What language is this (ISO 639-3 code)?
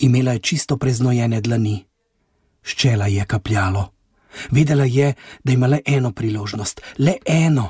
slv